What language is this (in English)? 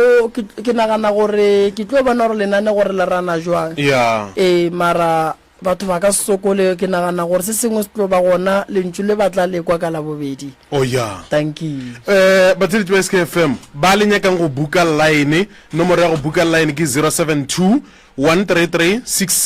Northern Sotho